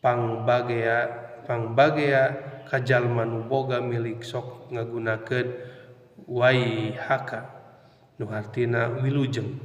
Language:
Sundanese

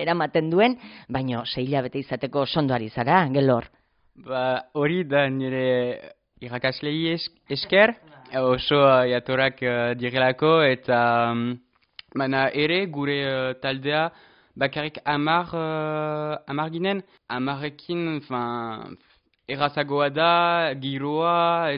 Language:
Basque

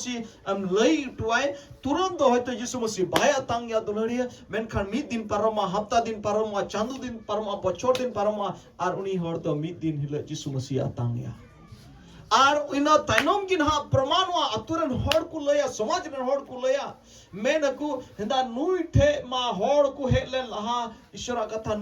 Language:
Santali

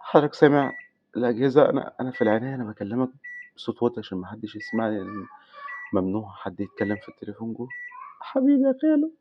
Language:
Egyptian Arabic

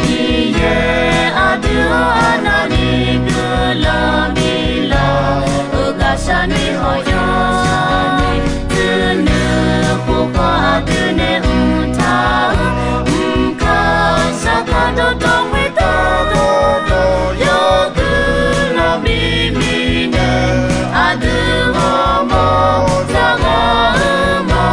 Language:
Akha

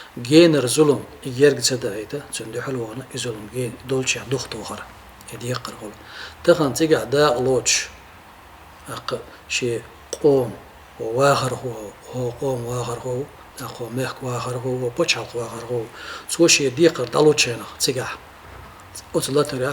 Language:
Chechen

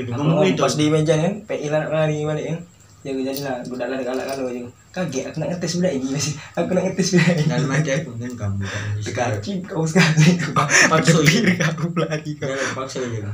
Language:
Musi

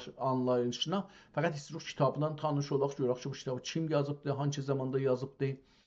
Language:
South Azerbaijani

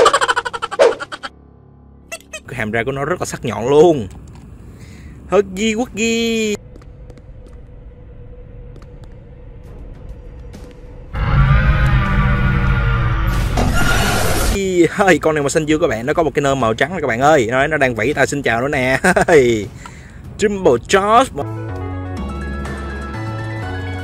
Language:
Vietnamese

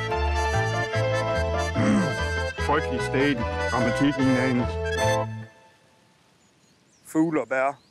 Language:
Danish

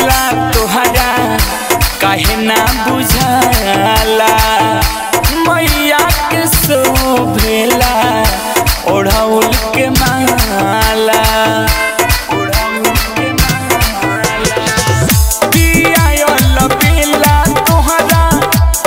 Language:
Bhojpuri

